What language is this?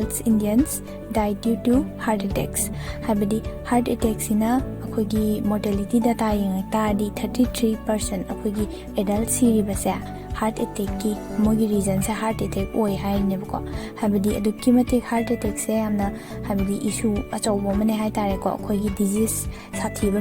Manipuri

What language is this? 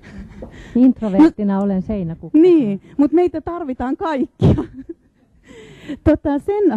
Finnish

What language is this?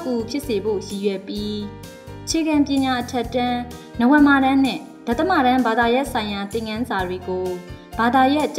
Burmese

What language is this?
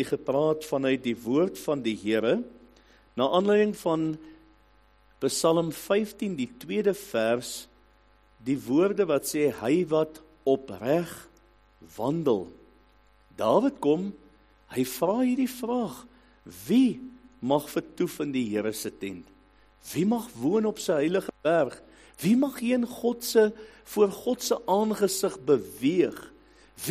Afrikaans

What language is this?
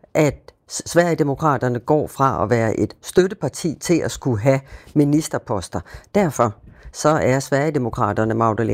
Danish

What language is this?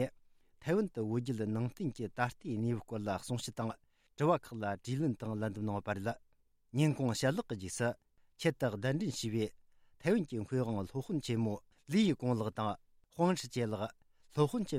Tibetan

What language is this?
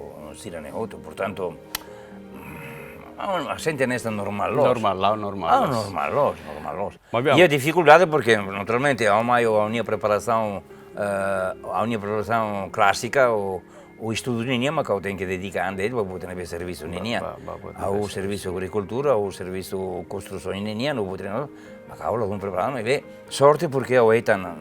Tetum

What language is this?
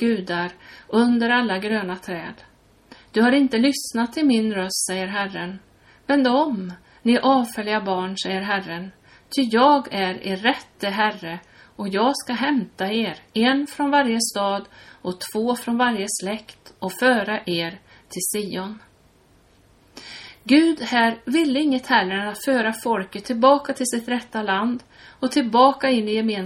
Swedish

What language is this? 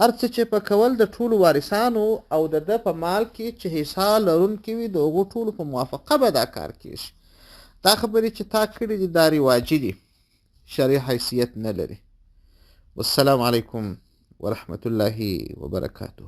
Pashto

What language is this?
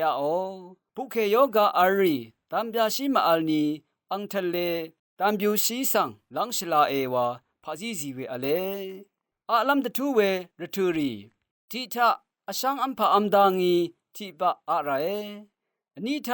Rawang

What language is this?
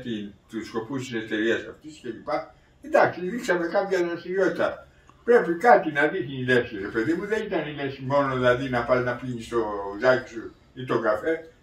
Greek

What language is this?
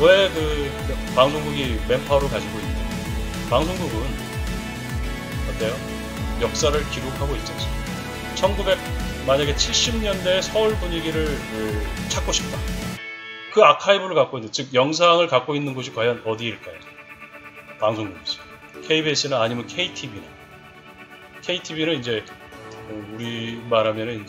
Korean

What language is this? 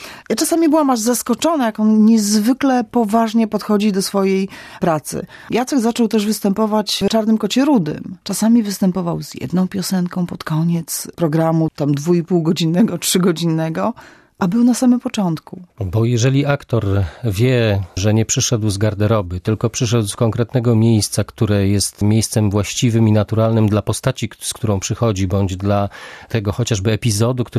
Polish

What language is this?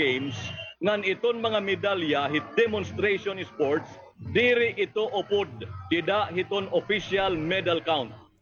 Waray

